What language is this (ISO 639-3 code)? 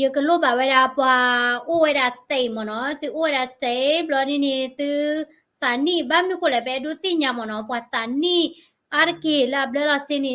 ksw